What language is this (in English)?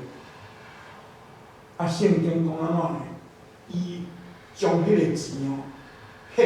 Min Nan Chinese